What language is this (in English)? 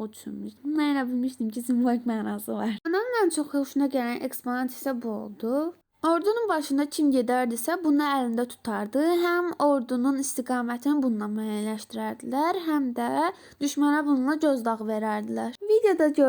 Azerbaijani